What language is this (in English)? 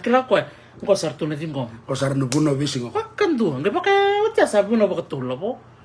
Fijian